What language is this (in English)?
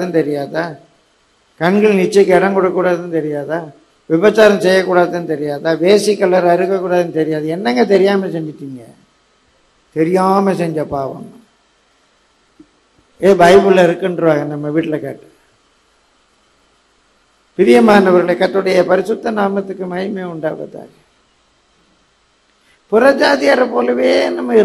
Tamil